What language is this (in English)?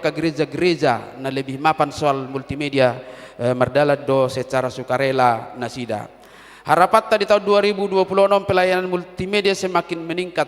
Batak Toba